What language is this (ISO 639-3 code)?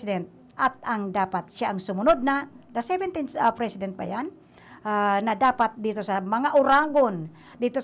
bik